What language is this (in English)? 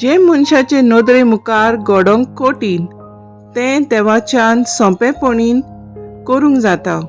Konkani